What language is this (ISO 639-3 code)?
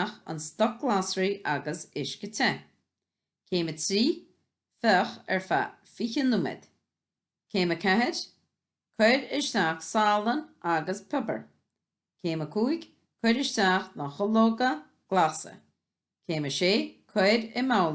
gle